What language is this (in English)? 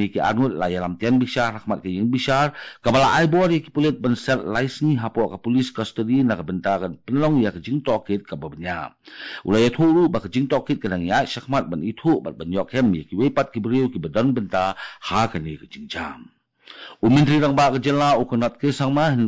Khasi